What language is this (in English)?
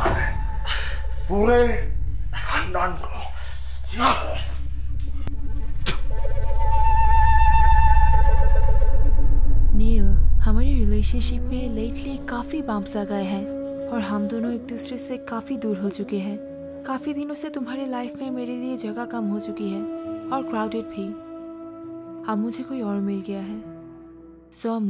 Hindi